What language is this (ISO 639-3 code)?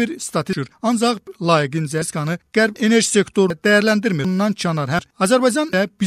aze